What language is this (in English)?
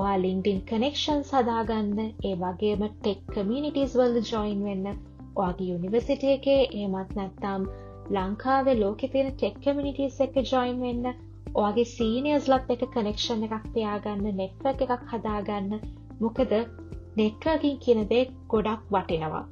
Sinhala